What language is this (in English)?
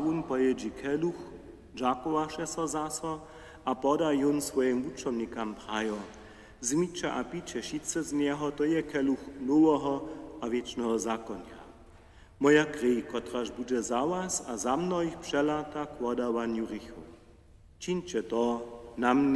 Upper Sorbian